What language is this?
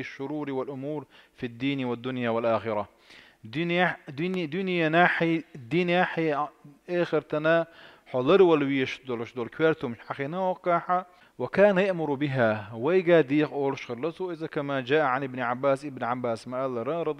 Chechen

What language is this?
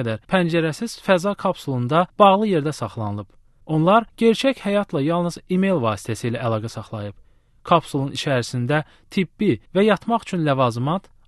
Azerbaijani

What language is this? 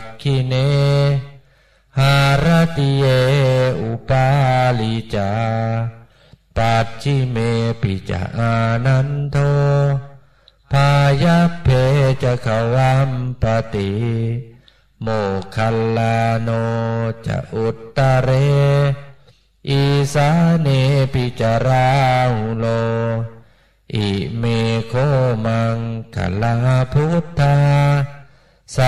Pali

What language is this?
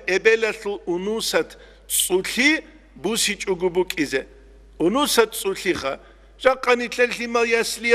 Avaric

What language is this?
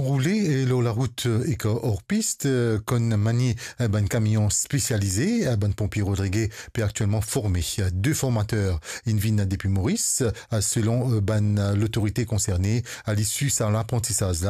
Morisyen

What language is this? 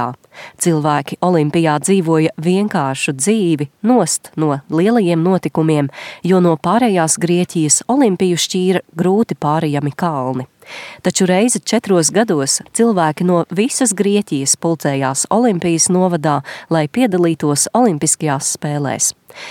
Latvian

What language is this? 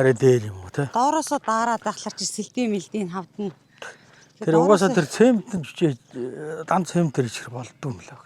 Mongolian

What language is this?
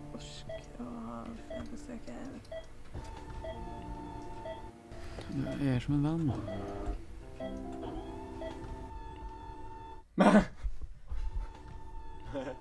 Norwegian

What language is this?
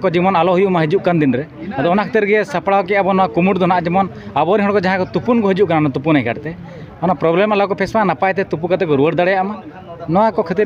Santali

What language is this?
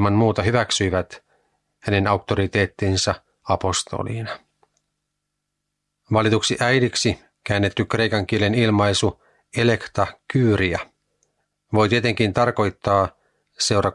Finnish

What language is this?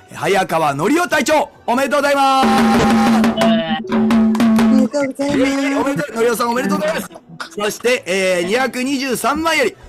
Japanese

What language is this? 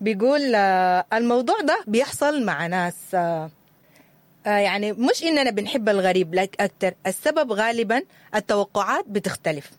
Sudanese Arabic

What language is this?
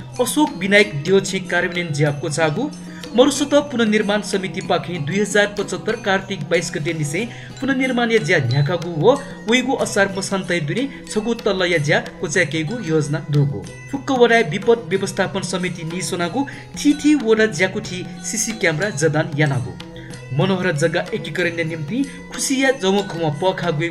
Newari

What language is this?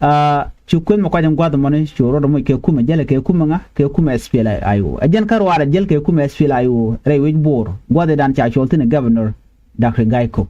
Nuer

